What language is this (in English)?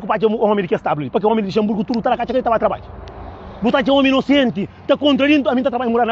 Kabuverdianu